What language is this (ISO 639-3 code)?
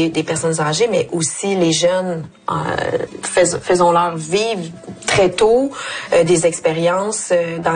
fra